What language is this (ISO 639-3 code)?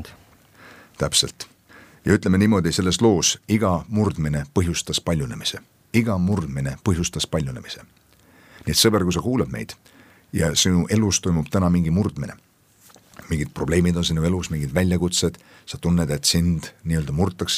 est